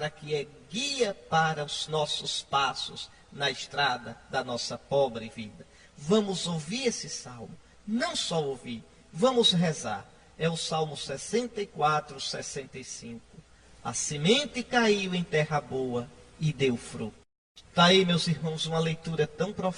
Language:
Portuguese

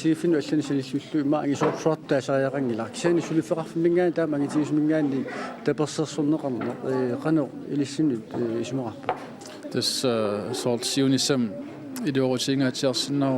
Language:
Kalaallisut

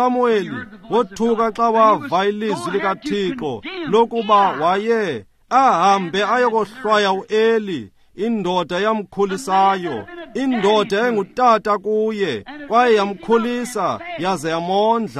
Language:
Xhosa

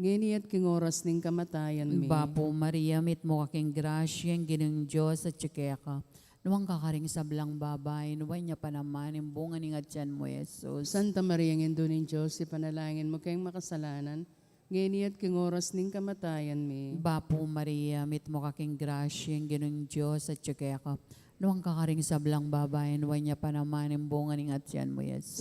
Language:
Pampanga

